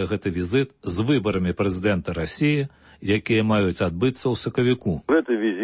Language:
Belarusian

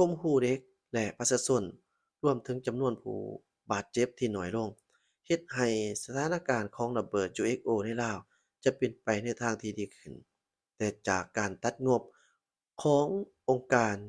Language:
Lao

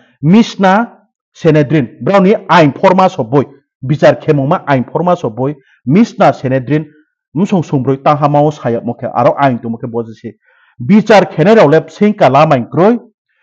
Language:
Riang (India)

